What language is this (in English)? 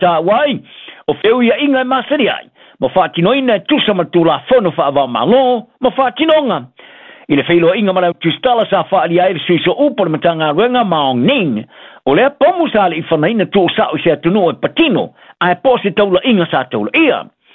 Samoan